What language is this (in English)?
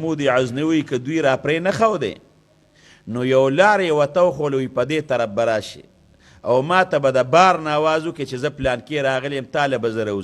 Pashto